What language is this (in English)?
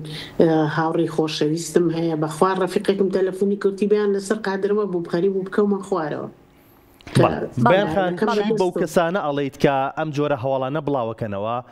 Central Kurdish